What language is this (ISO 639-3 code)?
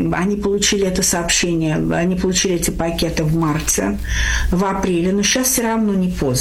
rus